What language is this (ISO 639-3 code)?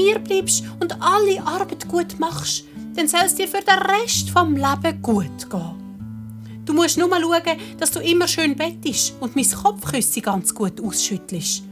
gsw